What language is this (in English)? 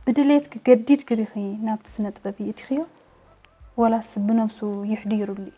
Tigrinya